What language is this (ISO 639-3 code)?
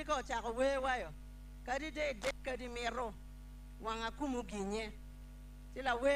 ach